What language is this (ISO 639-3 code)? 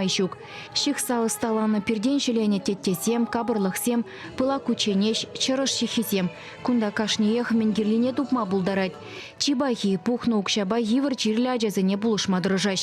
chv